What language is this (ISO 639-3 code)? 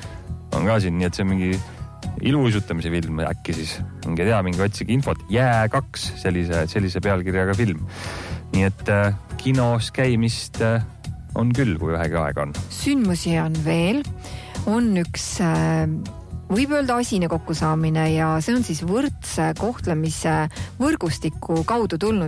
est